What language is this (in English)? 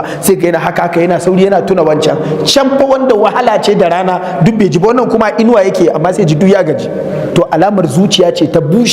Hausa